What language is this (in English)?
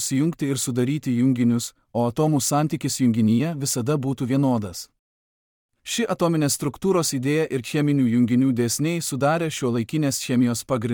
Lithuanian